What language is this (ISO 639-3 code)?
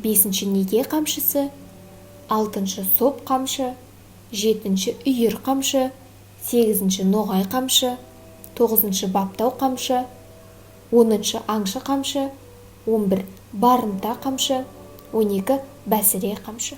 kaz